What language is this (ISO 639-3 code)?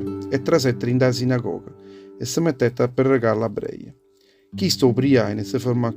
nap